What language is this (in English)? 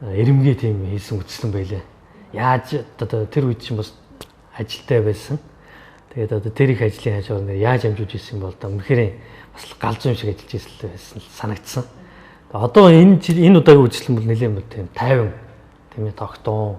Mongolian